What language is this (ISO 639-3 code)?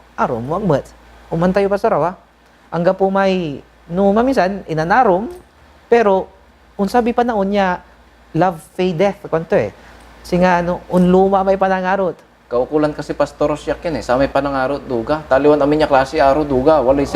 pag